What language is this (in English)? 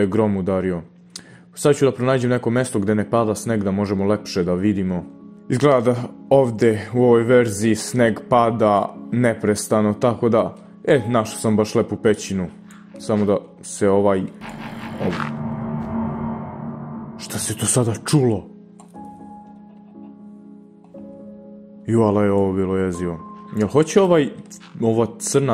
Serbian